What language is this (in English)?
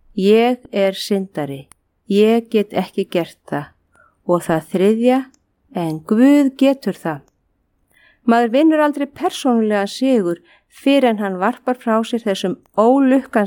Icelandic